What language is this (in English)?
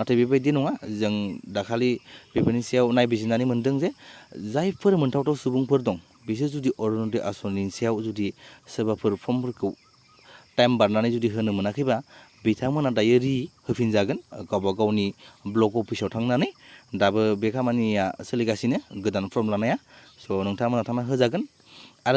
Bodo